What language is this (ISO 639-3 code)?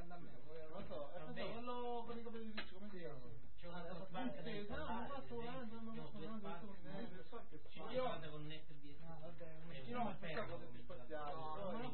ita